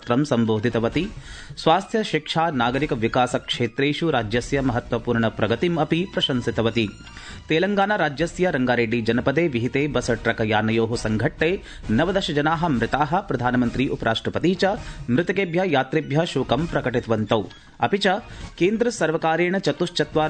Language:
Sanskrit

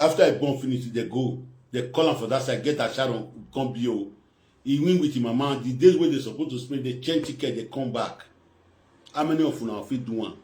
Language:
Nigerian Pidgin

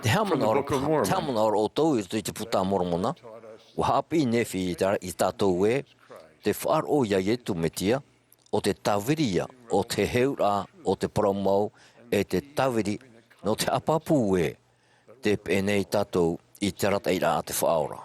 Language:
Tahitian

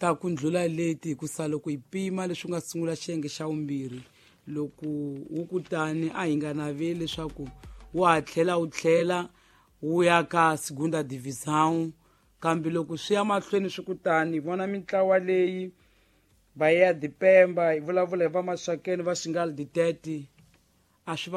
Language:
Tsonga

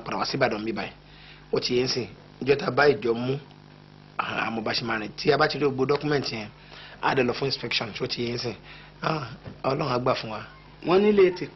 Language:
Yoruba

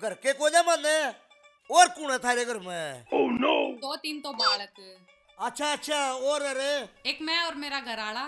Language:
Haryanvi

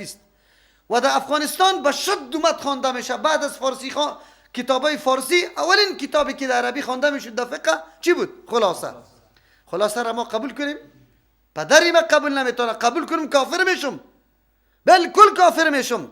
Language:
Persian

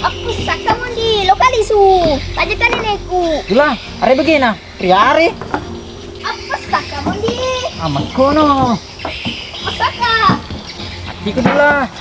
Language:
Buginese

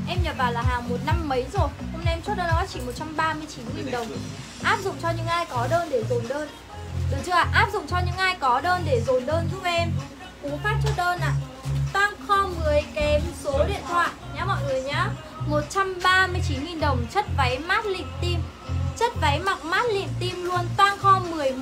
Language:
Vietnamese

